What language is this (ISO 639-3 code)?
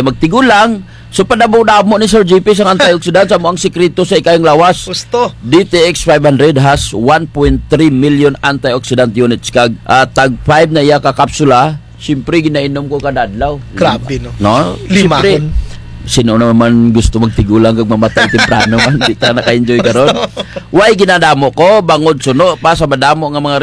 krj